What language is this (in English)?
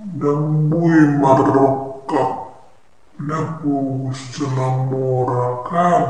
Batak Toba